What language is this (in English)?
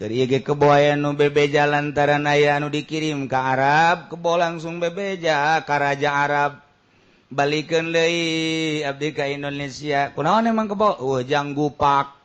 Sundanese